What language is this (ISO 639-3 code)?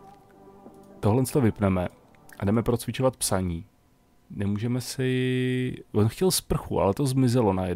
ces